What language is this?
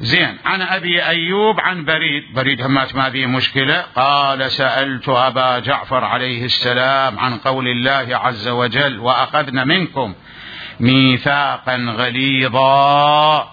Mesopotamian Arabic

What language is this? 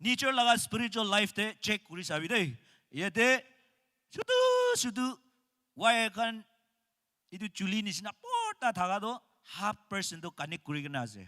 Naga Pidgin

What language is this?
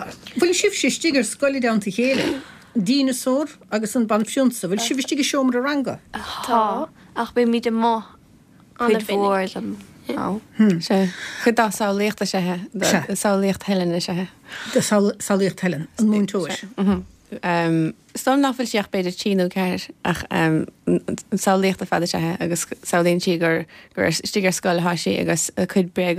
Irish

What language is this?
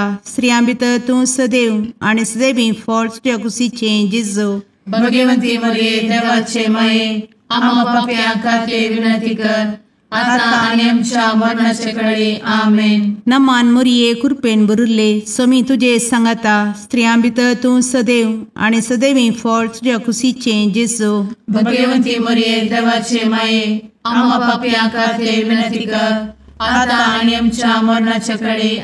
Konkani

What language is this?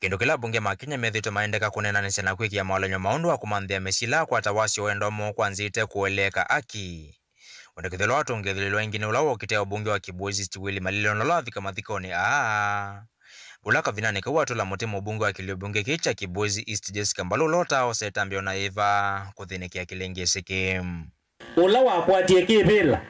Kamba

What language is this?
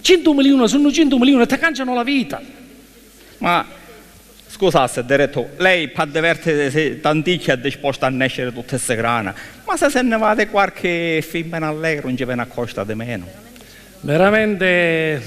Sicilian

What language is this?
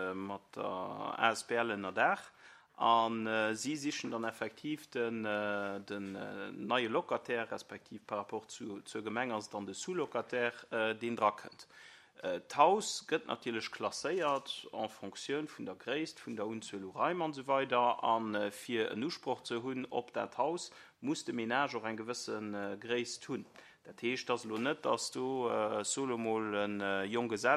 Luxembourgish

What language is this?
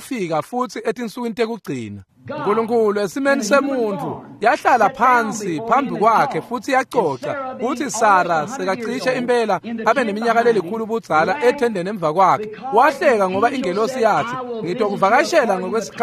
Swati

